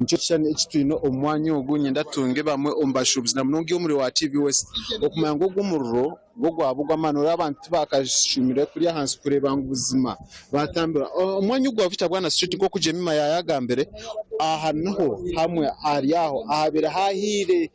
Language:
Nyankole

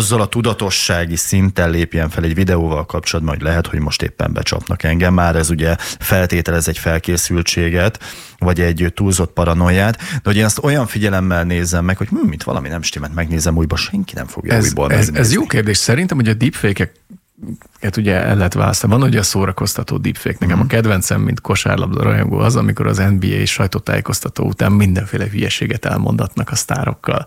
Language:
Hungarian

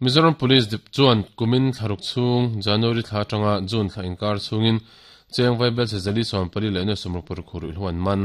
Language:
Mizo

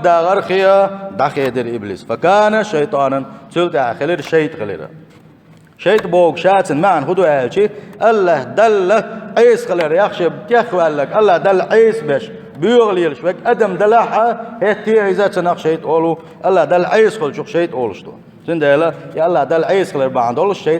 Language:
Chechen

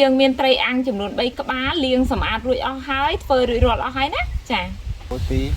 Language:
Khmer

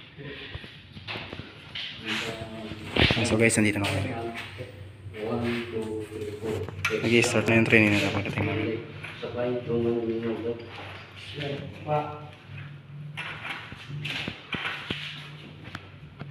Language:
Filipino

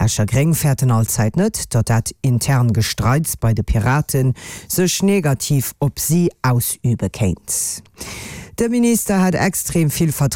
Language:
Luxembourgish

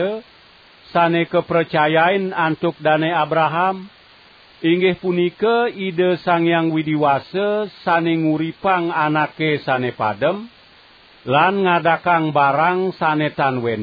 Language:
Balinese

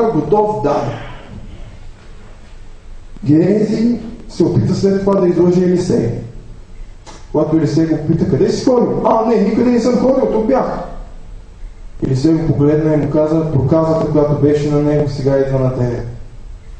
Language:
Bulgarian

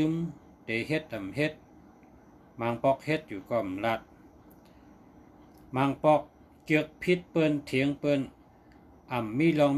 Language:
Shan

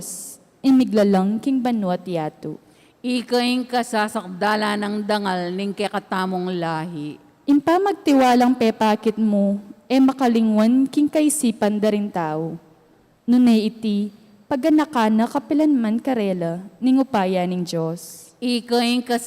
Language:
Pampanga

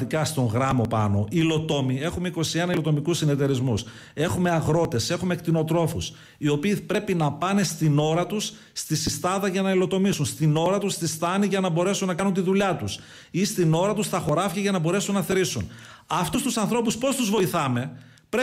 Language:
Greek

